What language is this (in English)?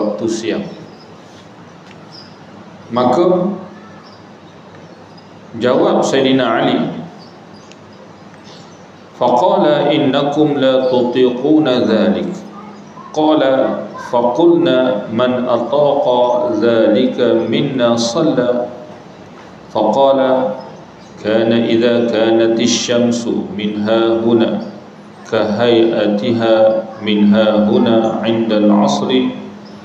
Malay